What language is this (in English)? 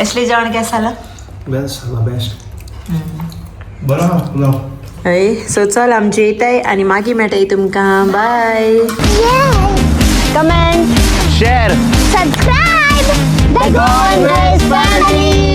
Konkani